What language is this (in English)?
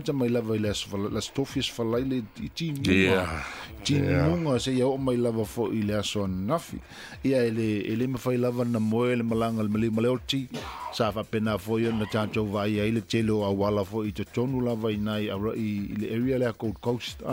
Samoan